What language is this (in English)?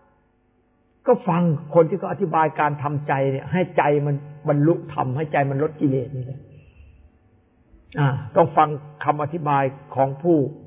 Thai